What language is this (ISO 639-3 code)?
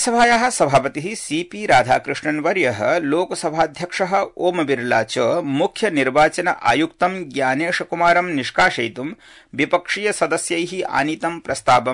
san